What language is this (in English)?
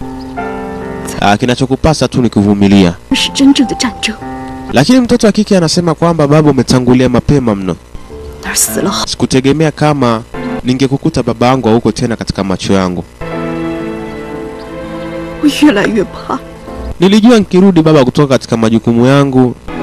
Swahili